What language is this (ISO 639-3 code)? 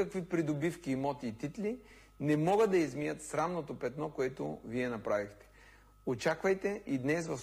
bul